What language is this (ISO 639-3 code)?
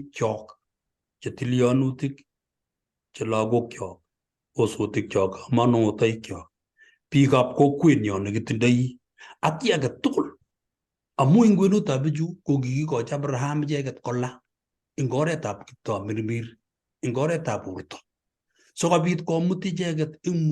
kln